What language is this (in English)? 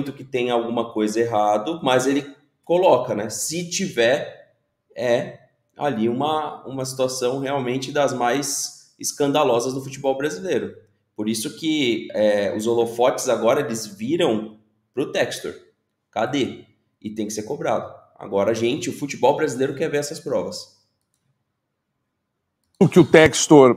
Portuguese